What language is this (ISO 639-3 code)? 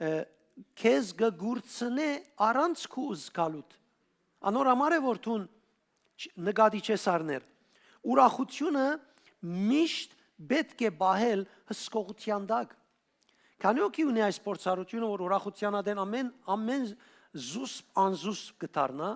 hyw